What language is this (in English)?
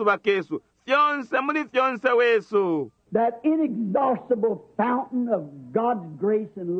Bemba